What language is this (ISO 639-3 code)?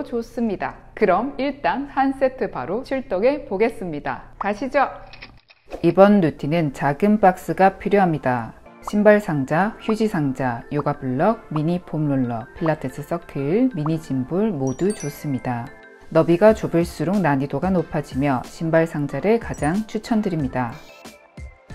kor